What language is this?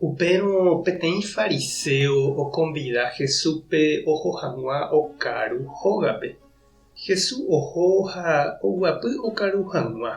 Guarani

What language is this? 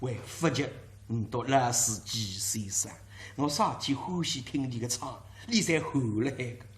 Wu Chinese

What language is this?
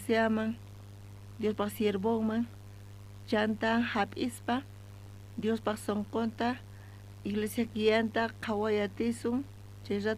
South Bolivian Quechua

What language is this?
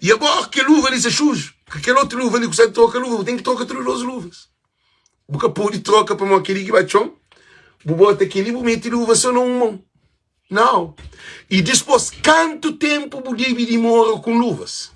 Kabuverdianu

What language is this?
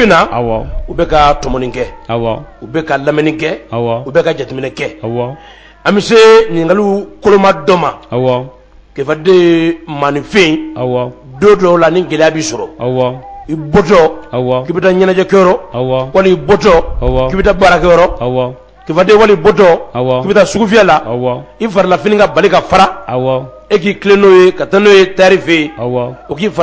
Bambara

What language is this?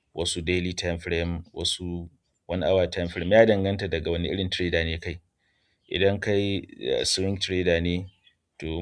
Hausa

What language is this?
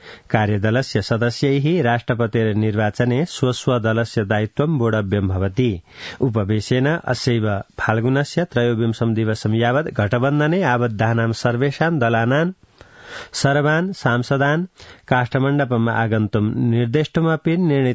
Sanskrit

